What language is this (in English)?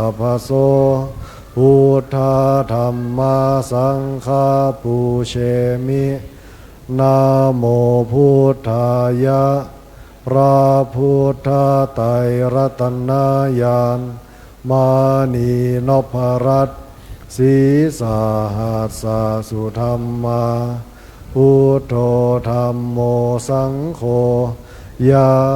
Pali